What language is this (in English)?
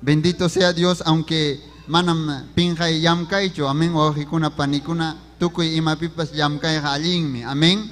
Ayacucho Quechua